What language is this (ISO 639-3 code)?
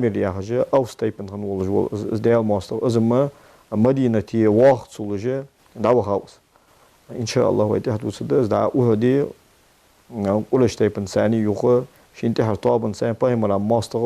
inh